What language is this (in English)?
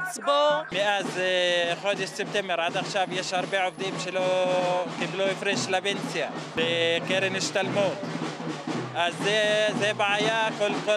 Hebrew